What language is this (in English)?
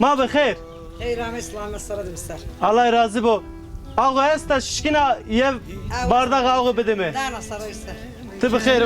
Zaza